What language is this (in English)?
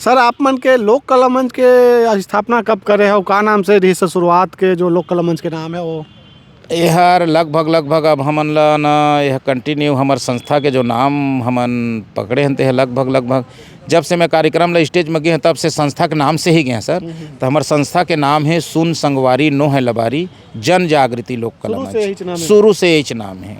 Chhattisgarhi